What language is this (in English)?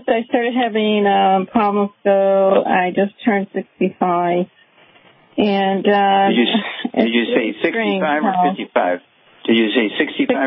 English